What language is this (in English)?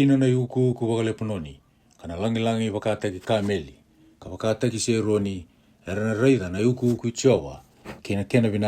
Fijian